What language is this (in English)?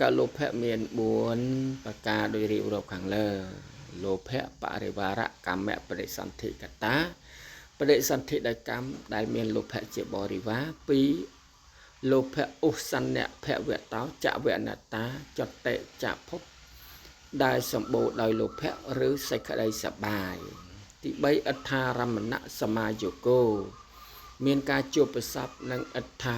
Khmer